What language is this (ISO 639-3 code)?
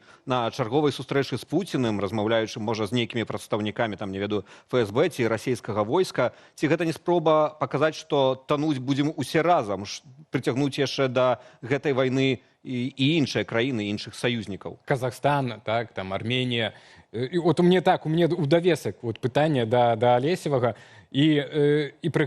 bel